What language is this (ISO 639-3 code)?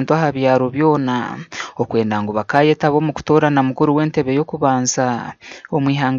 nyn